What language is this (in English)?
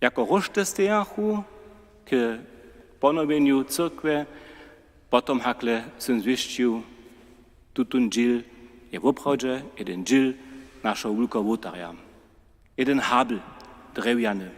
Upper Sorbian